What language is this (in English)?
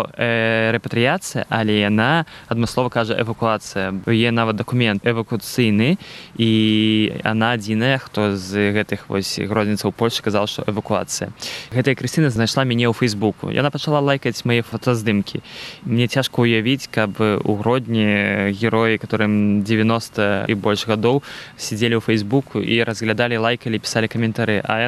Belarusian